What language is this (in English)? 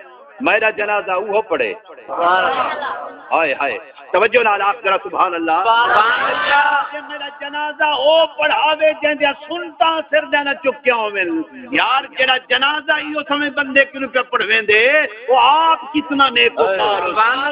Saraiki